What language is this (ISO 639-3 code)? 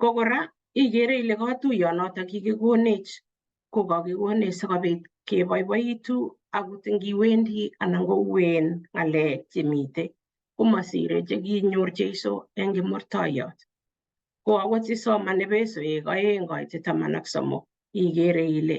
kln